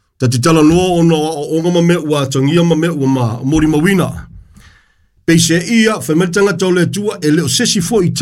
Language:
Samoan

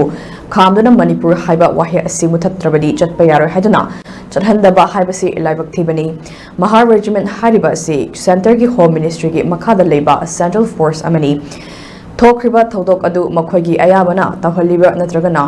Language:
Manipuri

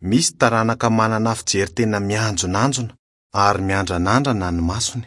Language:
Malagasy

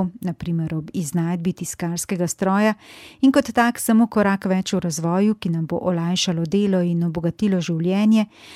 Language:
Slovenian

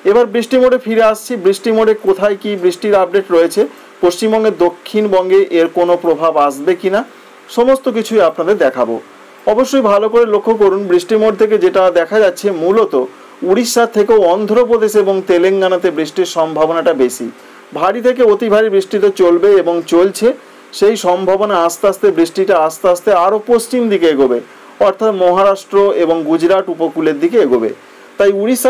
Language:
Bangla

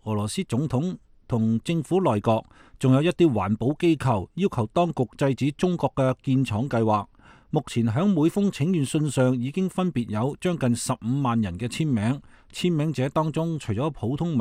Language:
Cantonese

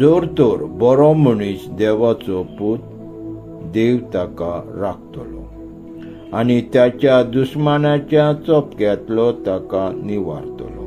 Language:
Konkani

